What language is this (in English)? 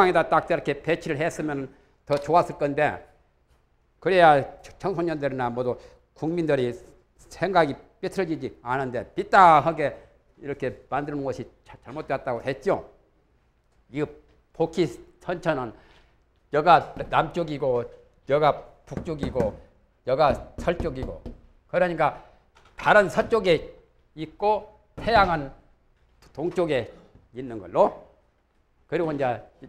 Korean